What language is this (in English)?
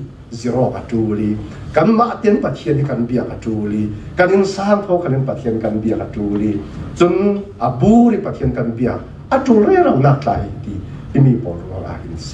Falam Chin